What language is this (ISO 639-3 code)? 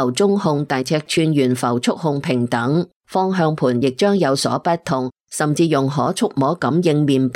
yue